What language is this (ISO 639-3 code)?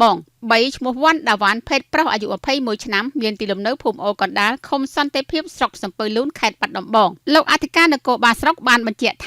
khm